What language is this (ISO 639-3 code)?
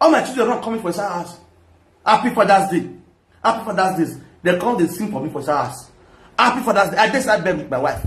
pcm